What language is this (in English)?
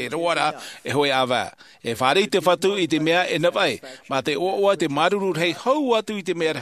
Tahitian